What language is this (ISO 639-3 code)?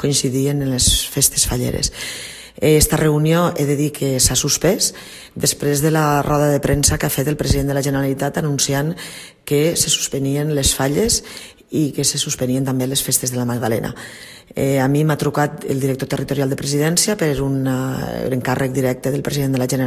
cat